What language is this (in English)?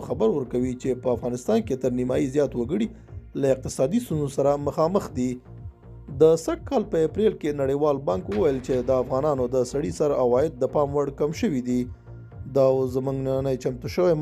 Pashto